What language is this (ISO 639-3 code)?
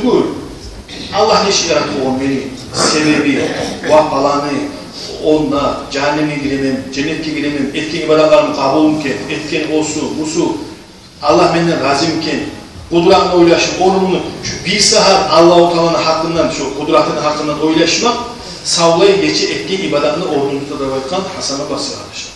kum